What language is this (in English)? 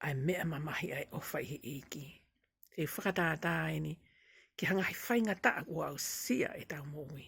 Tongan